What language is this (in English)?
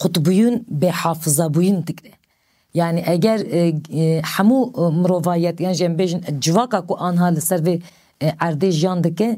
Kurdish